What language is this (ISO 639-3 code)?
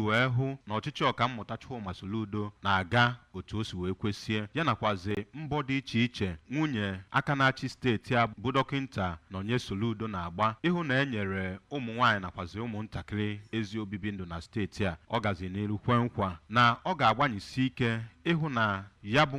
ibo